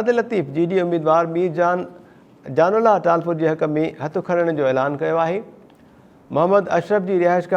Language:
Sindhi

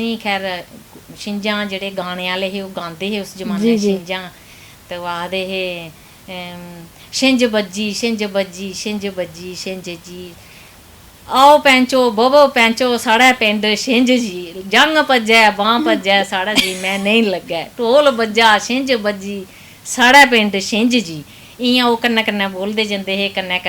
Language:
Dogri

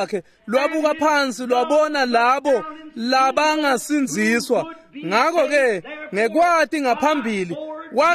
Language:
Swati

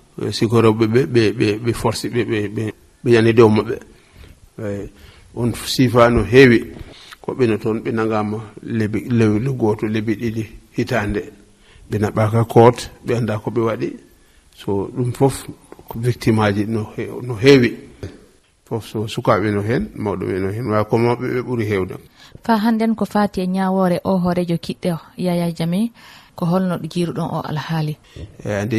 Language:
Fula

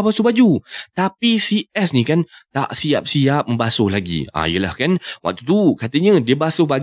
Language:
Malay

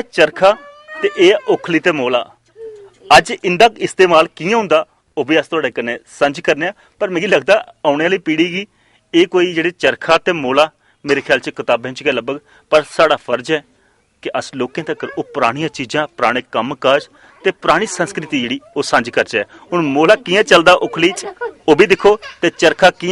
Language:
Dogri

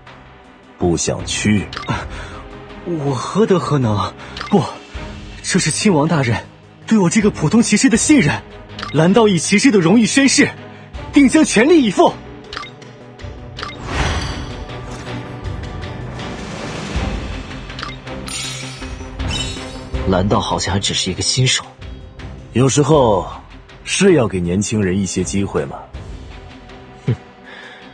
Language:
Chinese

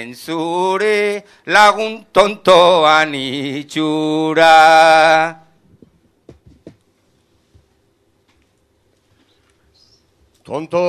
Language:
Basque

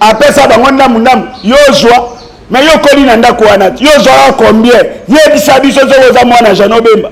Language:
Lingala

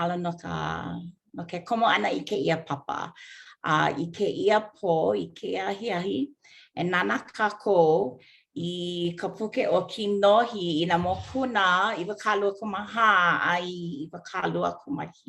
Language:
Hawaiian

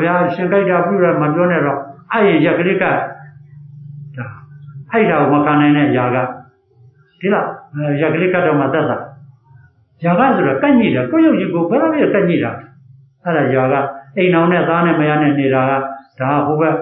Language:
Burmese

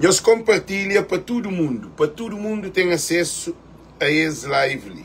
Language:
Kabuverdianu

